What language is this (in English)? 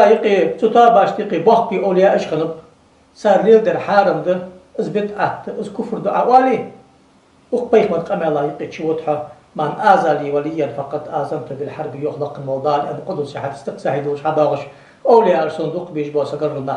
Ingush